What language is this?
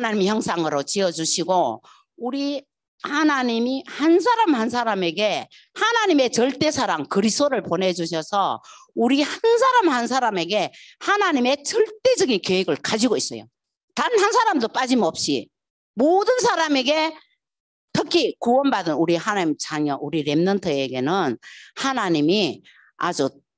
Korean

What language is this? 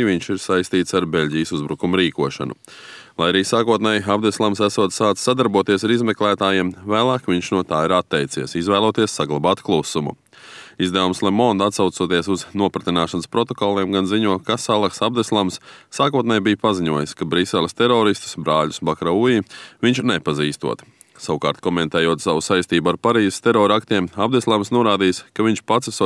Latvian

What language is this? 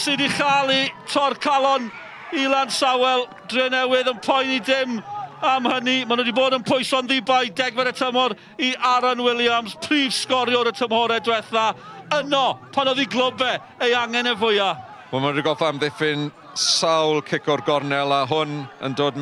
Welsh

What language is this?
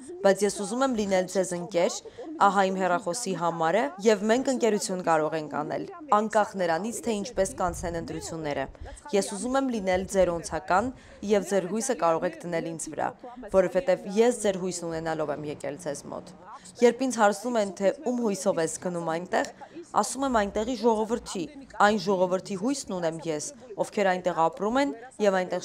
Armenian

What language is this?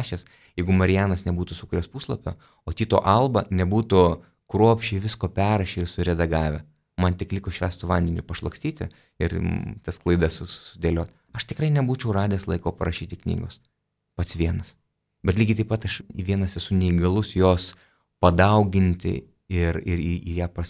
Lithuanian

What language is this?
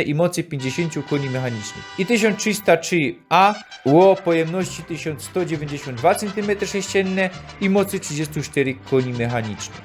Silesian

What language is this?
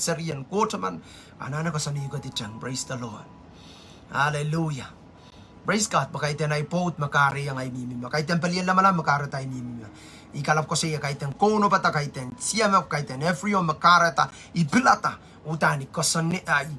Pohnpeian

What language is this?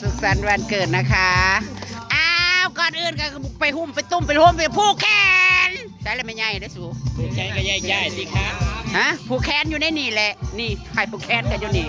Northeastern Thai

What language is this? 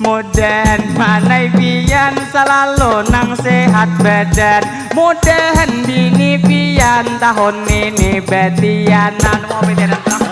Banjar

